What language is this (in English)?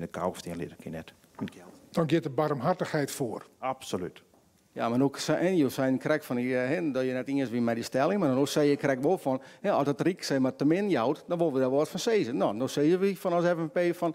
Western Frisian